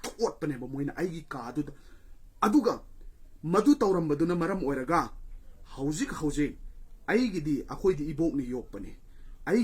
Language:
Manipuri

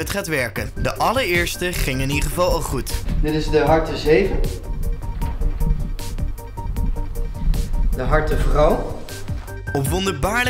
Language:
Dutch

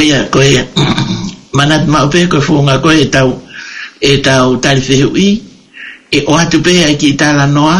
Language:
Tongan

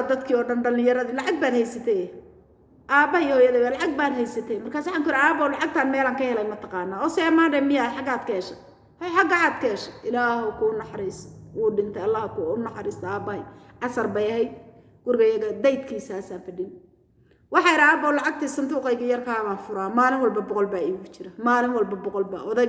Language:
Somali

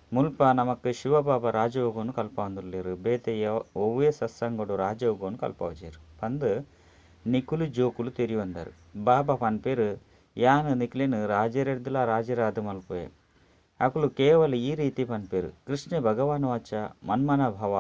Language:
Tulu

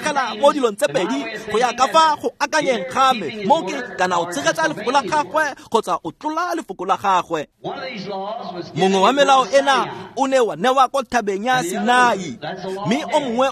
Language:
Tswana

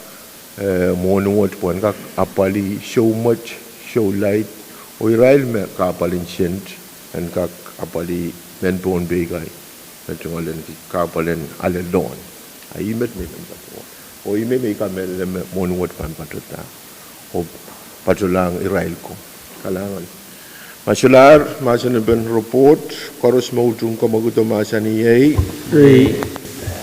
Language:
Pohnpeian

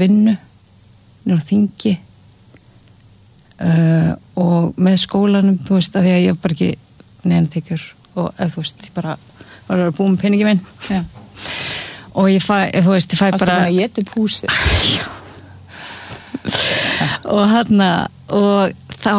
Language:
Icelandic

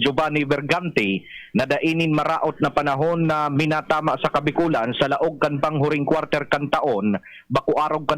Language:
Bikol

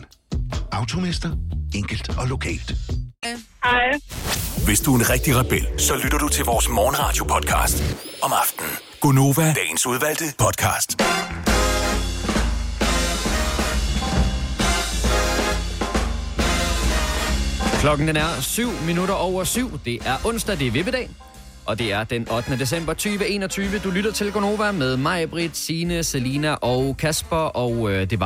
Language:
Danish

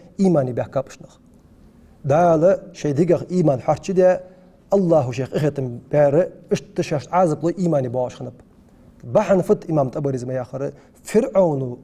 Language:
Ingush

